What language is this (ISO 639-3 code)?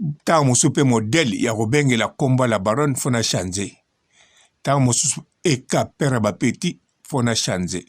lin